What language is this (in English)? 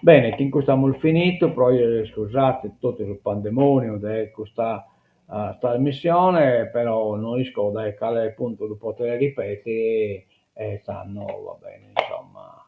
Sardinian